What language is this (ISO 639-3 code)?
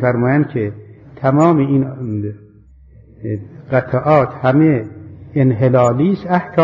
fas